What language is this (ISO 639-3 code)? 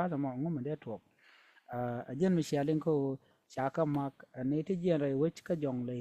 nus